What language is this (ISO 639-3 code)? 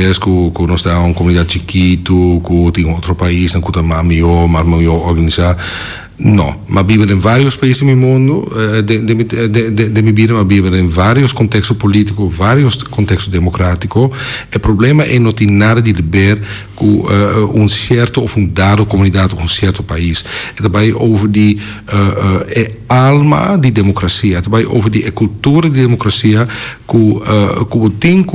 pap